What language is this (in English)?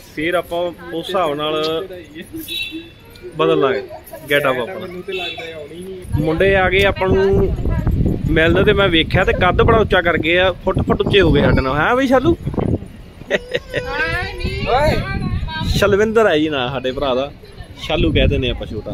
Punjabi